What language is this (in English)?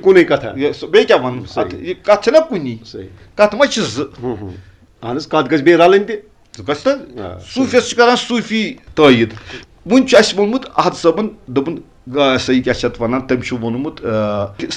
Kashmiri